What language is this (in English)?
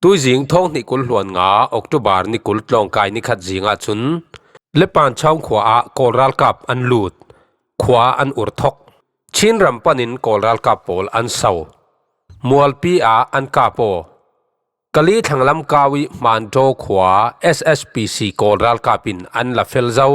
Falam Chin